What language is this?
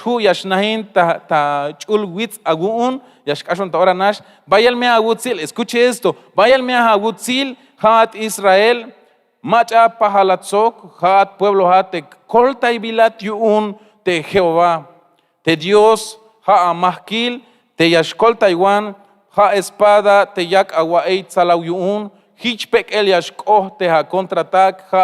Tzeltal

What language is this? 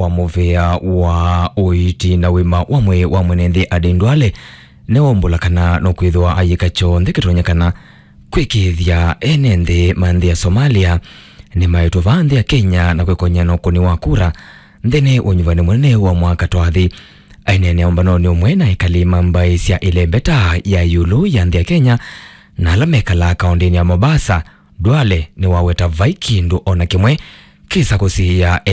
Kamba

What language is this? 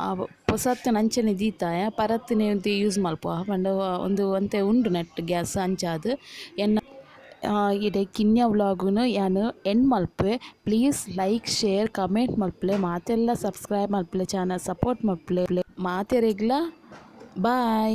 Tulu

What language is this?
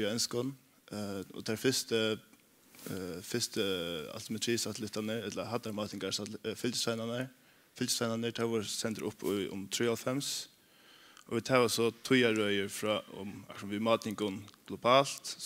Faroese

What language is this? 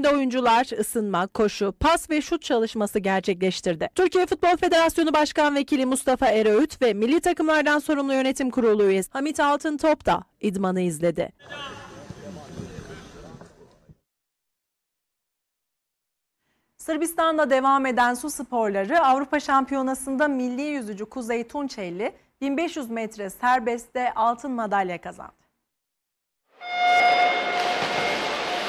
Turkish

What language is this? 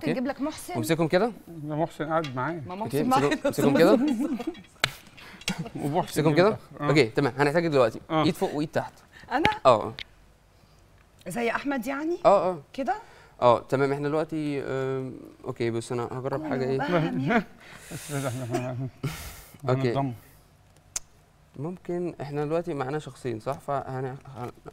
Egyptian Arabic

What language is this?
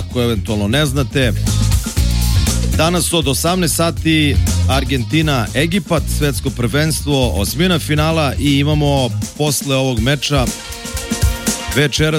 Serbian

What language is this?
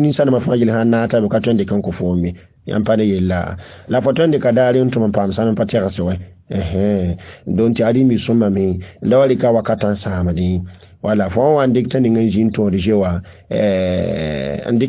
Mossi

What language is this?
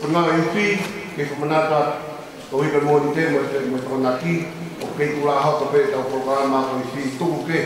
Tongan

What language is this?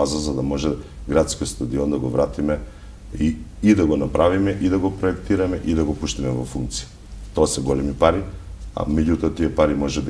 Macedonian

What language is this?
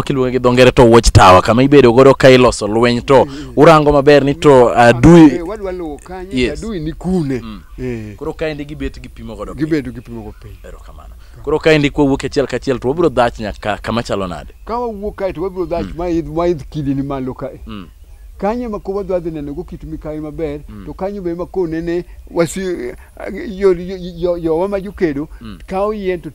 Luo (Kenya and Tanzania)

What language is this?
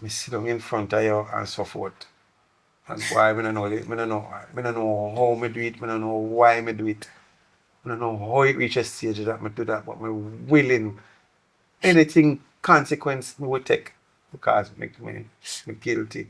Jamaican Creole English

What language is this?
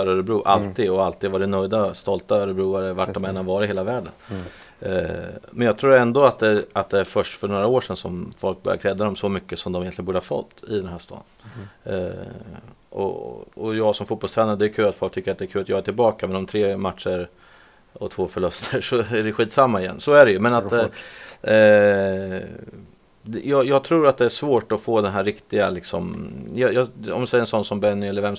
Swedish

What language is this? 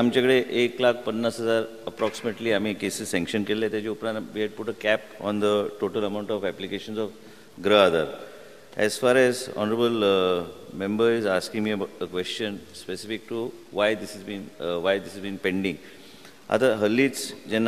Marathi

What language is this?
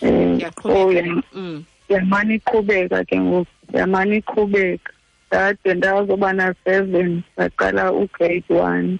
Xhosa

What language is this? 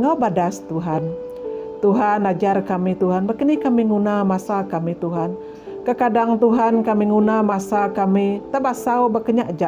Iban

